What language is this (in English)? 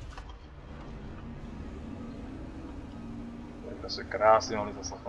Czech